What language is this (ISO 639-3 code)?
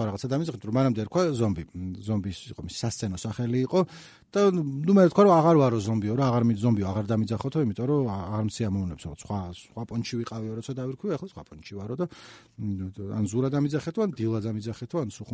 kat